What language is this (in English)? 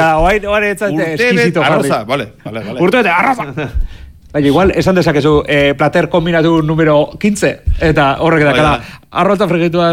Basque